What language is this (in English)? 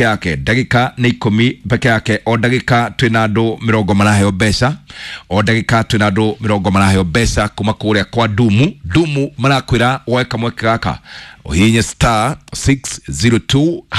Kikuyu